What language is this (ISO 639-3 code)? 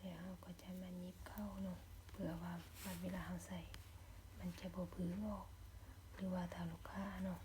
lao